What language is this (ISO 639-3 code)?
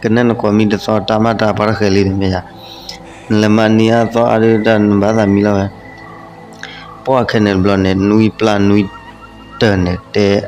ksw